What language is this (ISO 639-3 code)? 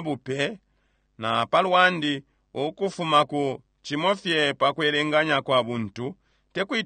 bem